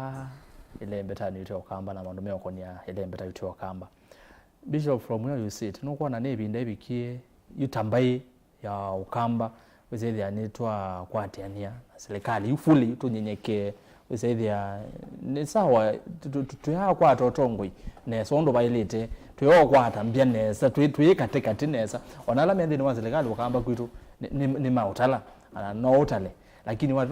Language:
Kamba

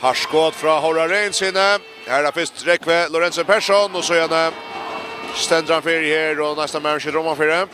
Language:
Faroese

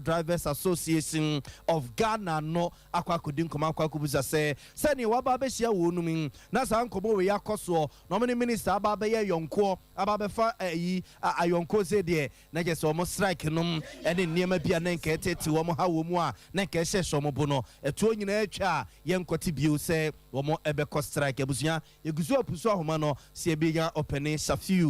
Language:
Akan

